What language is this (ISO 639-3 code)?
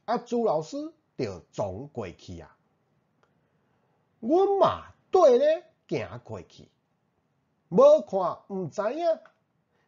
nan